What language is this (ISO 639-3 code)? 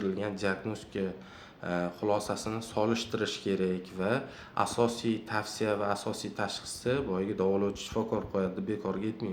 uzb